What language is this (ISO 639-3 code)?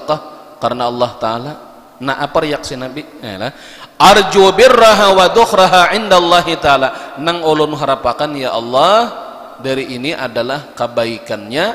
bjn